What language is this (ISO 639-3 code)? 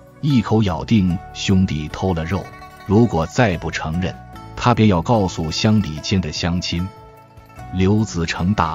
zho